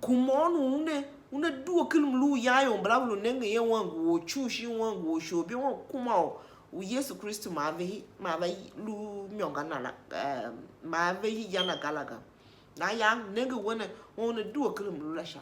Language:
Tiv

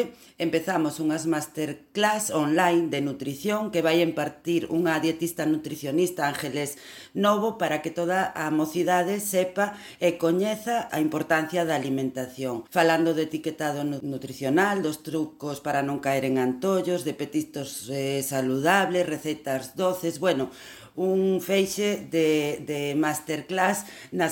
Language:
Galician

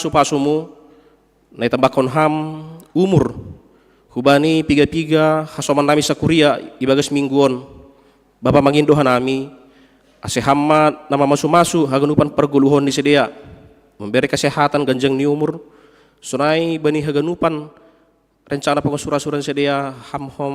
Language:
Batak Simalungun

